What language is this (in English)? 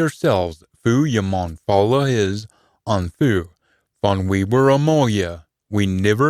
Scots